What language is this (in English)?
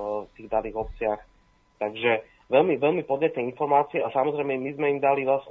Slovak